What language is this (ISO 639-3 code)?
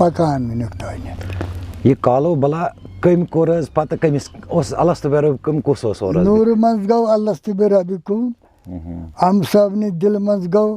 kas